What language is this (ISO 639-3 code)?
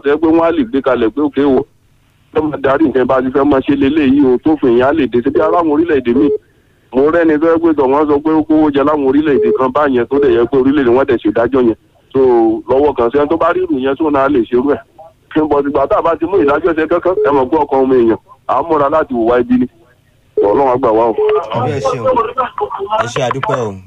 yor